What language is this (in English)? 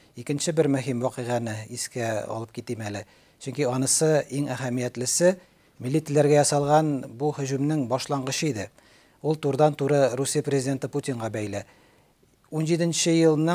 Tatar